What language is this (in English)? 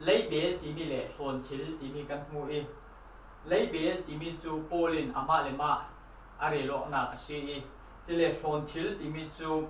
Falam Chin